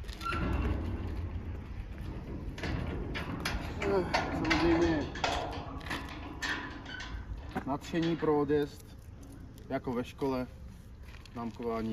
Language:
Czech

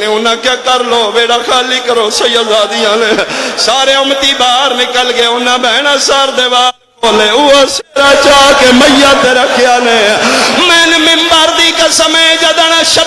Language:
Pahari-Potwari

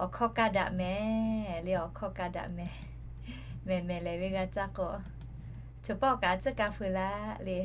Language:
Lahu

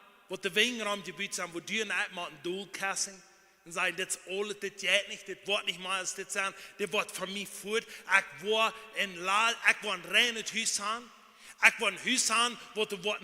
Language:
Plautdietsch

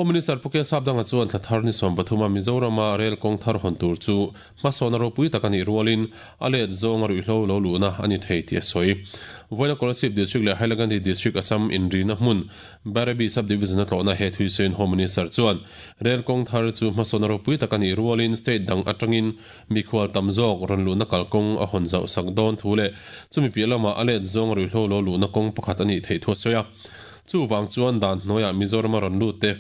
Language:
Mizo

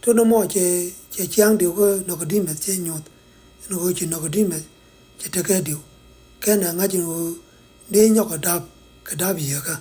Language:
Nuer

